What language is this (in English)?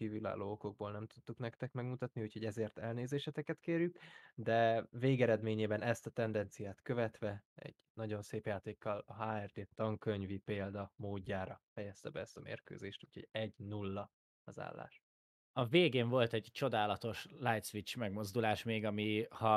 Hungarian